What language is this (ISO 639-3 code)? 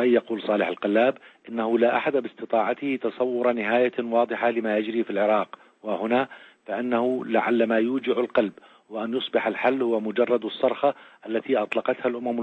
ara